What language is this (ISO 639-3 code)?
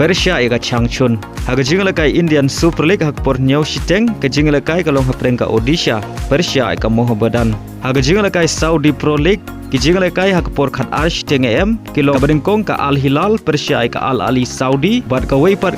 kha